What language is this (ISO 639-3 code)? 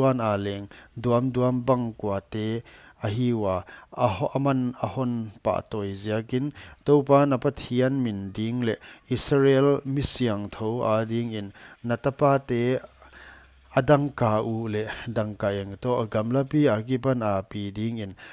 pck